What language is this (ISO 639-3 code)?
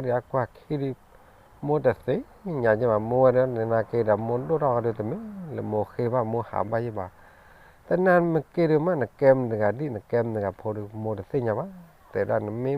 ksw